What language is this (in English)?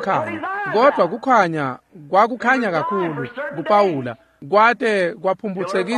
Swati